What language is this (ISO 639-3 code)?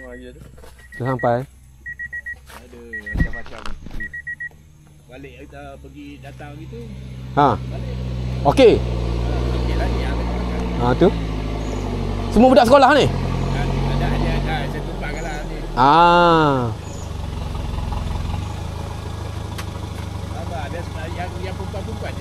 msa